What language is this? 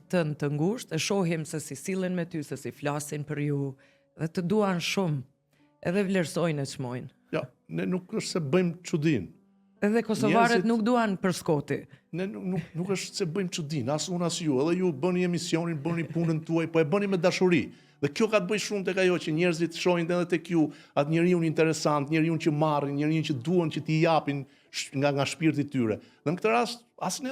Albanian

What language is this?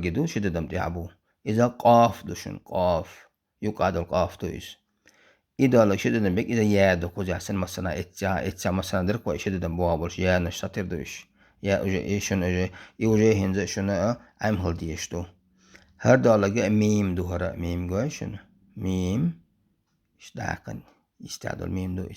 Chechen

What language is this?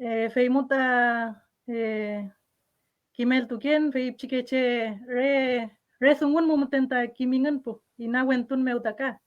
Mapuche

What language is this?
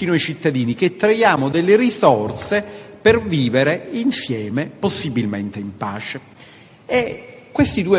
Italian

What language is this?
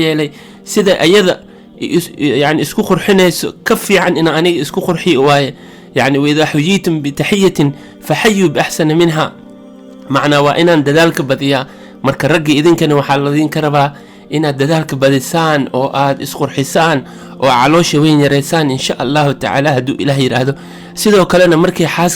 Somali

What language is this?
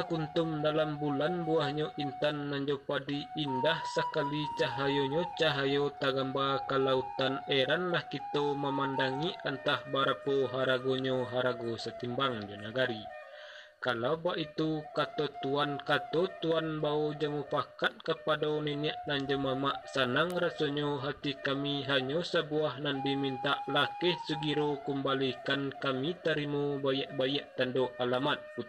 Minangkabau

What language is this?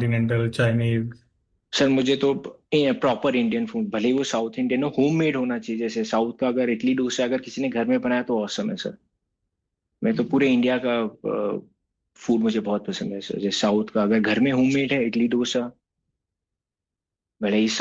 Hindi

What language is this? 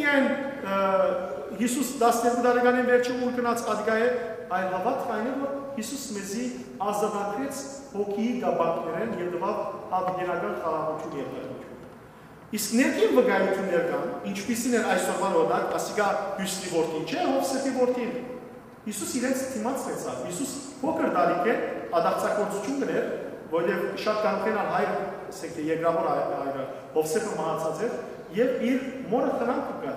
Western Armenian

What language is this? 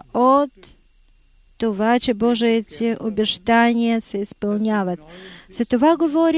Bulgarian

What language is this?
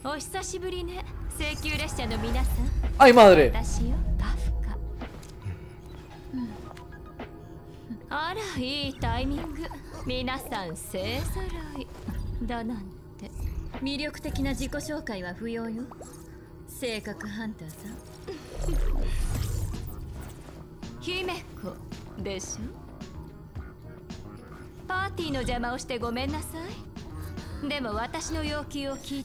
Japanese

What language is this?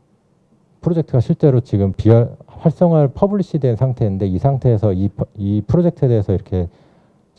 Korean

